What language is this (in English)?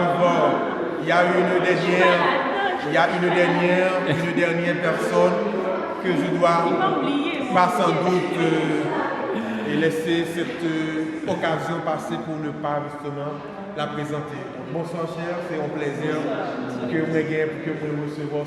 Haitian Creole